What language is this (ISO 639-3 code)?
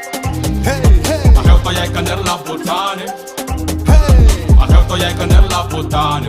ful